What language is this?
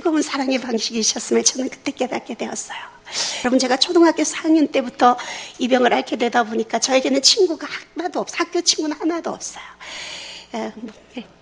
Korean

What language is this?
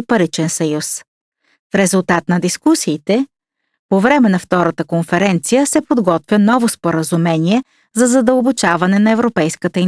Bulgarian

